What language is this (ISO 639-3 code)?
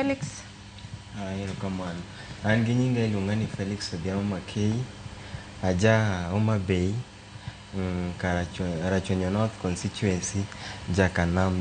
luo